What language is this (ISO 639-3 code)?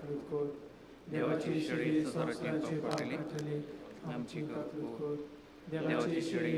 kok